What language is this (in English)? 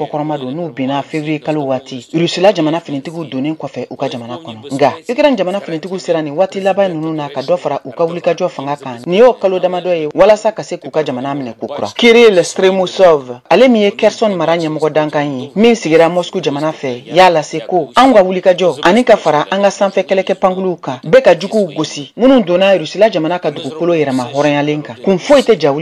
Bambara